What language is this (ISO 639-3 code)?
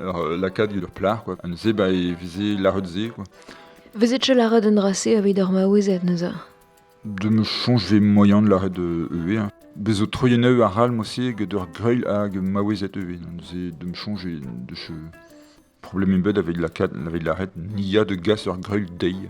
bre